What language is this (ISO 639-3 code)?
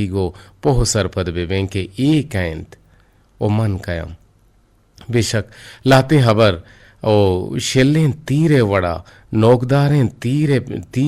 bgp